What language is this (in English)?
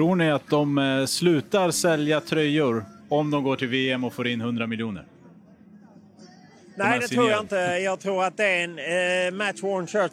Swedish